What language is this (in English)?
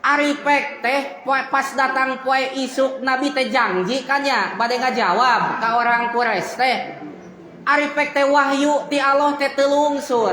Sundanese